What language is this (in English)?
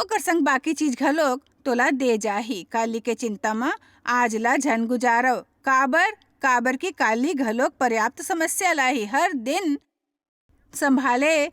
Chhattisgarhi